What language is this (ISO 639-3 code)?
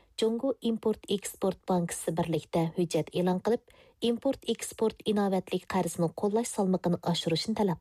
uig